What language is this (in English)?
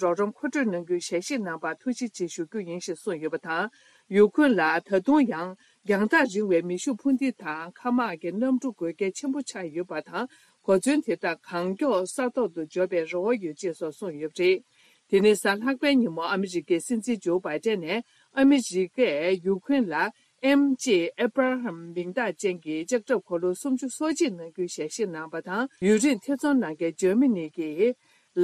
Tibetan